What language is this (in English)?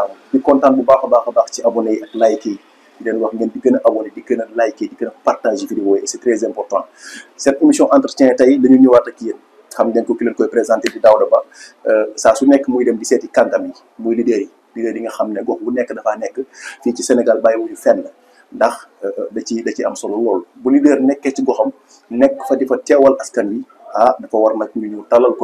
Wolof